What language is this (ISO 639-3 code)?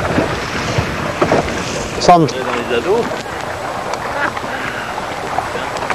fra